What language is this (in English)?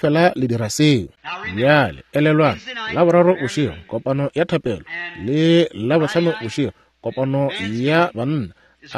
Northern Sotho